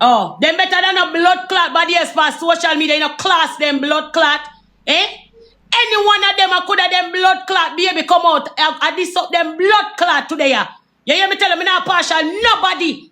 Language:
Jamaican Creole English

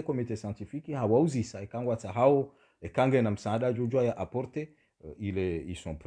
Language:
Swahili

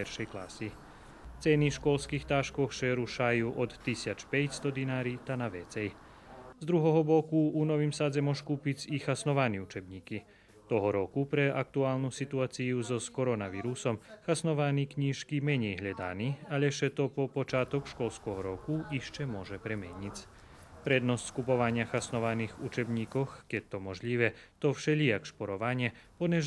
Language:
Rusyn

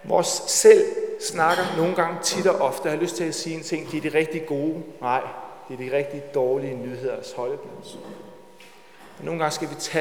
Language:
Danish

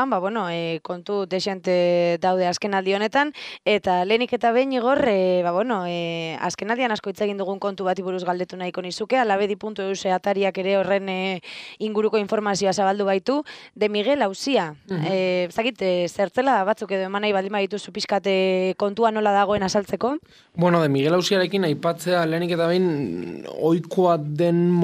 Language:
Basque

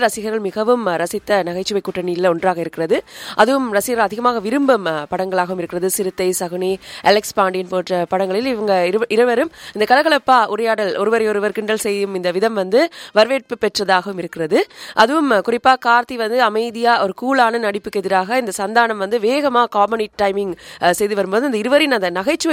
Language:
Tamil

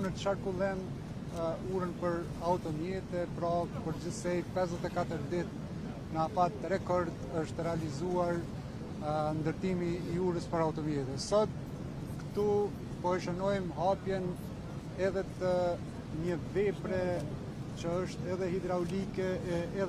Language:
Albanian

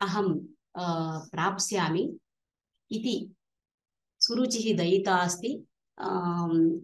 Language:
Sanskrit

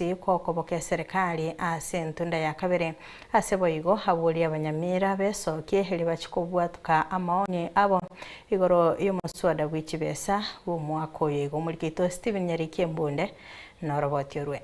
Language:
Gusii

